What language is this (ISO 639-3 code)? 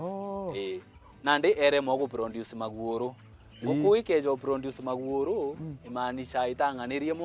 mer